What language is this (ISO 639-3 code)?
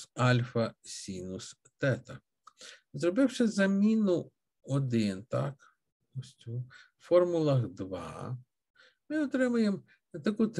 ukr